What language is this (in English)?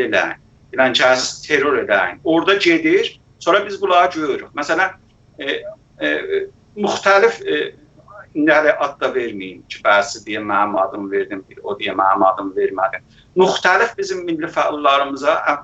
South Azerbaijani